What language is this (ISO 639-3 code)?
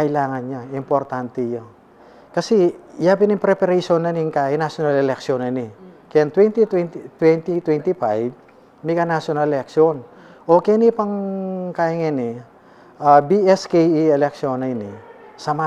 pam